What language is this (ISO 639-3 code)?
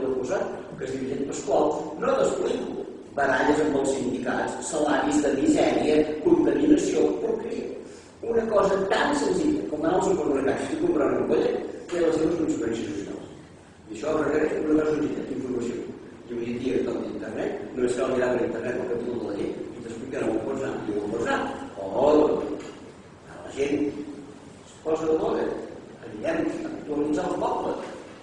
cat